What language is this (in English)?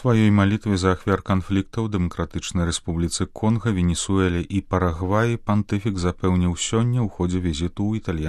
Belarusian